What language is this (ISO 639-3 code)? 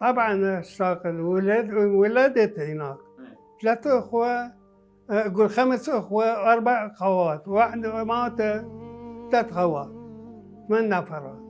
acm